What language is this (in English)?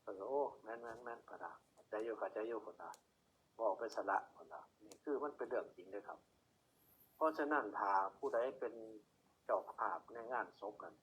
Northeastern Thai